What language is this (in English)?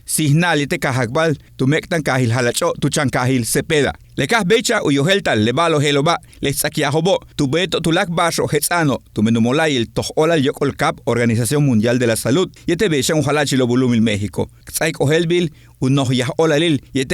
Yucateco